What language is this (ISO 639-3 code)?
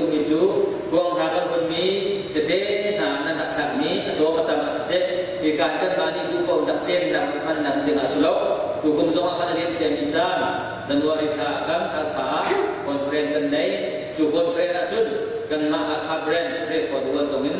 cnh